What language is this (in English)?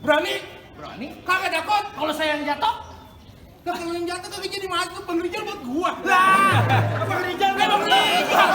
Betawi